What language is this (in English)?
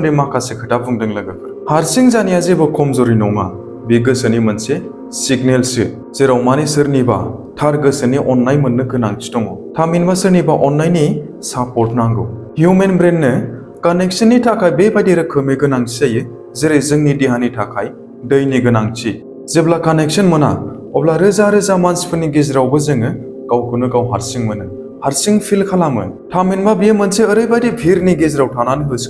Bodo